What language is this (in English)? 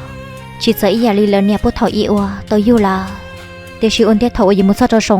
Hmong